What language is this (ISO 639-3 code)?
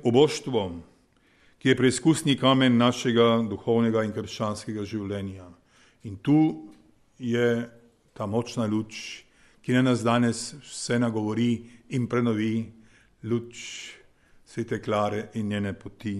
slv